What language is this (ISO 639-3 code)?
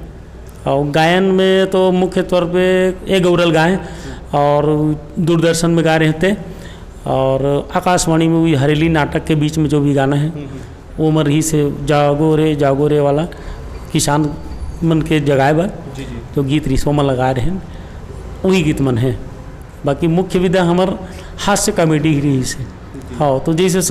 hne